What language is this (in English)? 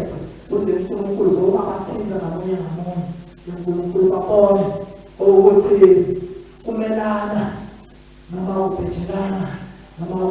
Swati